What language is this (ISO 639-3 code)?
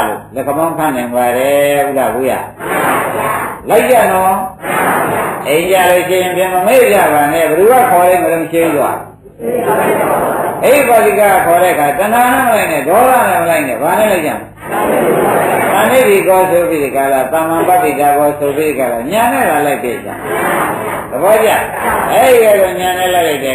mya